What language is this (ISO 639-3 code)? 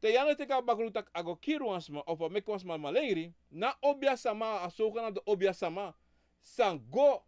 srn